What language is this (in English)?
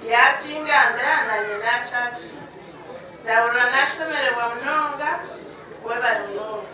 Nyankole